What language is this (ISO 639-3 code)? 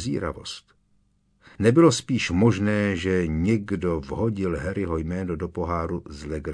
ces